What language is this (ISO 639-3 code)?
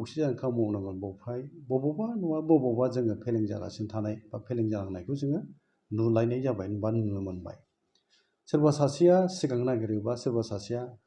brx